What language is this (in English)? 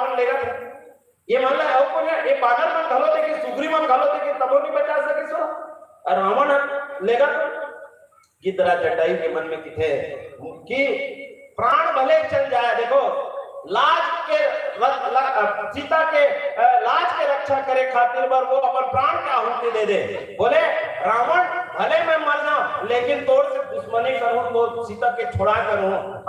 Chhattisgarhi